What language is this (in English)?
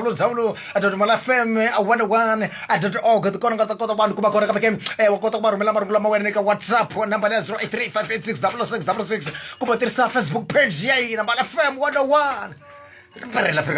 Tsonga